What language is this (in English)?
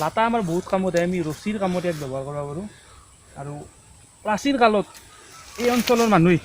Assamese